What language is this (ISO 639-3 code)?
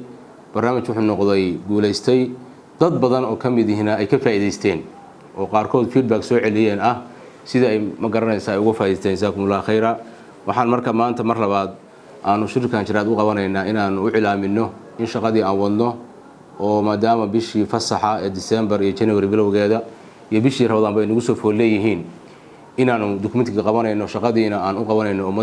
som